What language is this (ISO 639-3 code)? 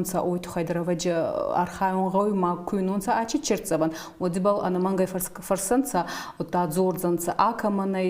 oss